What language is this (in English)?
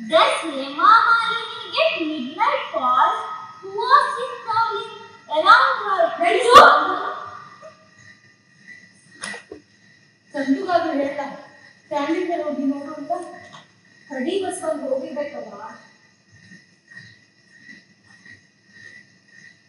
Kannada